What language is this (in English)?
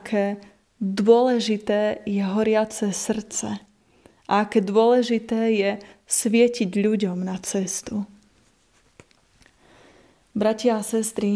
Slovak